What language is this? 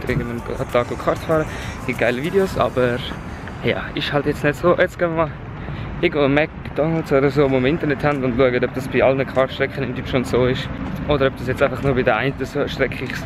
Swiss German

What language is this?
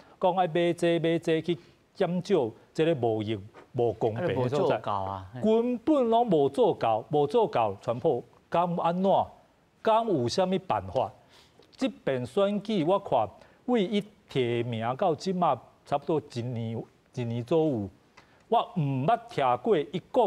Min Nan Chinese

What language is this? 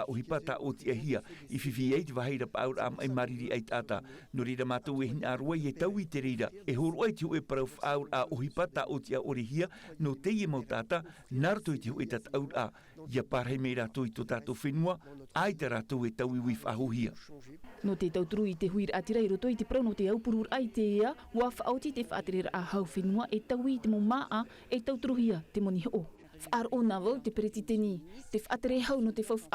Tahitian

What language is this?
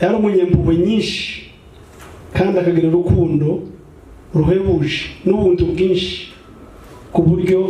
Kinyarwanda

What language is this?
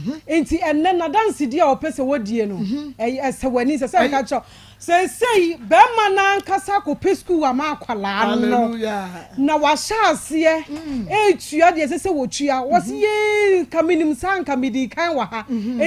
Akan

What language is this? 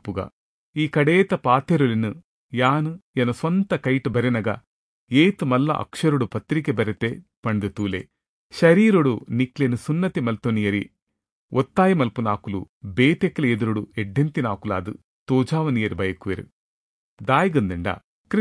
Tulu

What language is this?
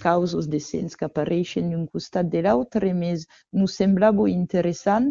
Occitan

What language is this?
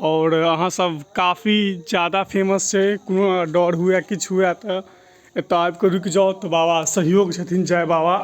Maithili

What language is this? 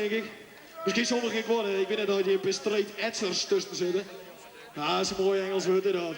Western Frisian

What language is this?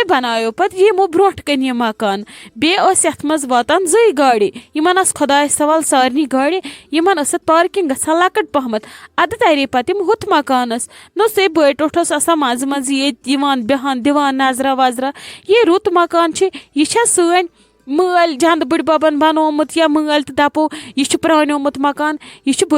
Kashmiri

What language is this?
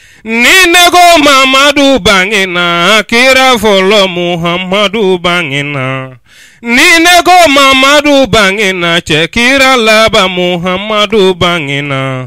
Bambara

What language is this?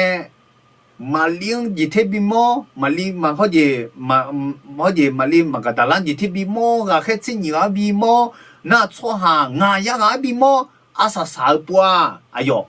Akha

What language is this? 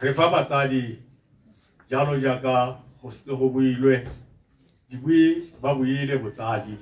Tswana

